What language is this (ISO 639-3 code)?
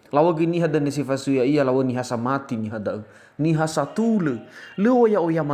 nia